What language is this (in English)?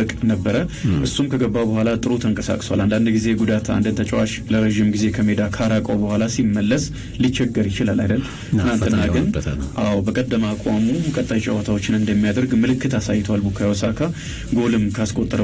Amharic